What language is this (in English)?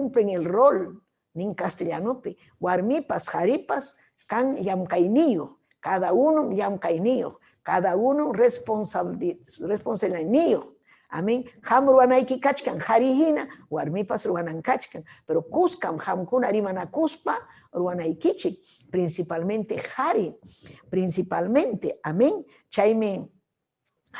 Ayacucho Quechua